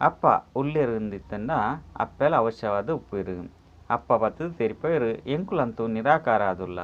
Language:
Tulu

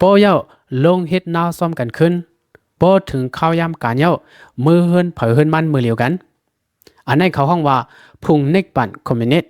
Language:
Lao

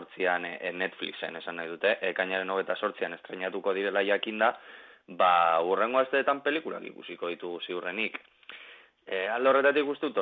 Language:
Basque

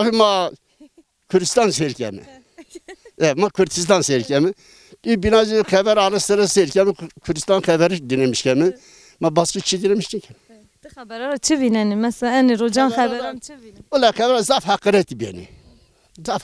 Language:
Zaza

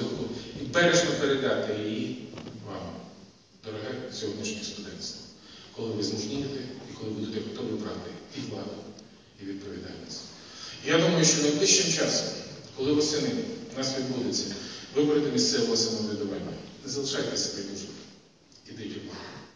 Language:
Ukrainian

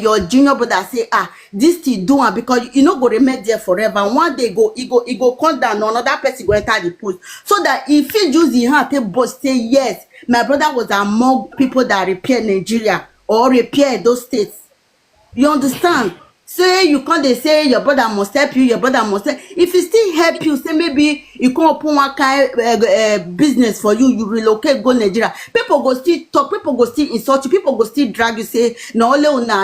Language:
Nigerian Pidgin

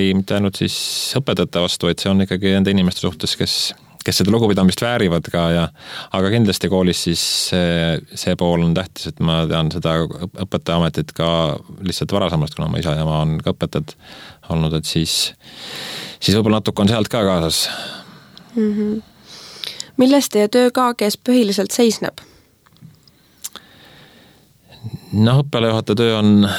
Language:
Estonian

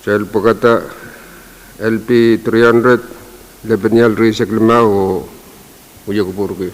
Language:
Pohnpeian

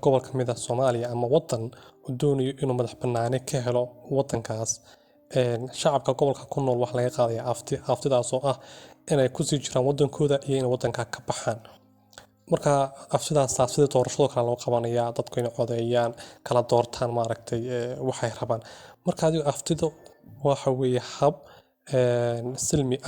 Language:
Somali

